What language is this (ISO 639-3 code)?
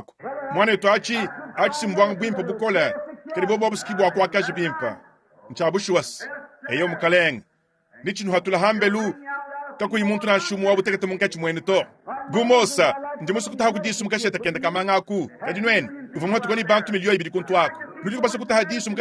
lua